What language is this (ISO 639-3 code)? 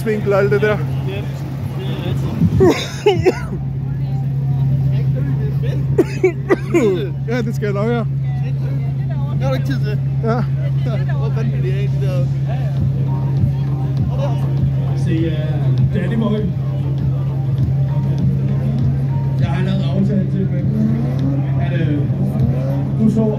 dan